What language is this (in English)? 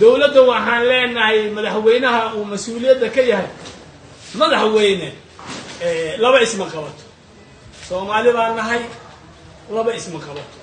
Somali